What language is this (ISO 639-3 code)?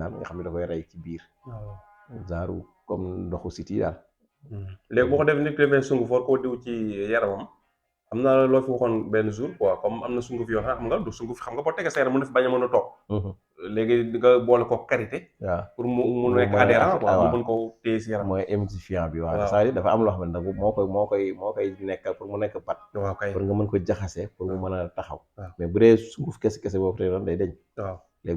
wol